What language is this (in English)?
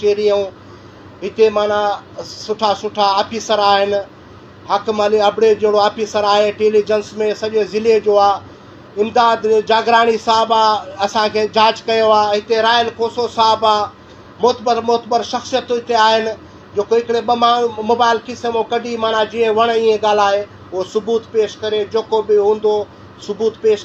Sindhi